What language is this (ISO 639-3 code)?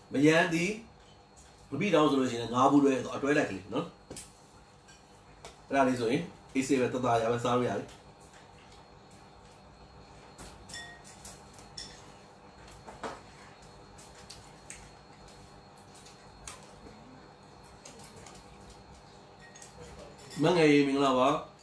mya